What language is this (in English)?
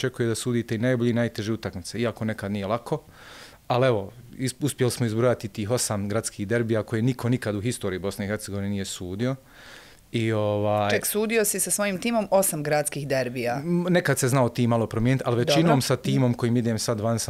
Bosnian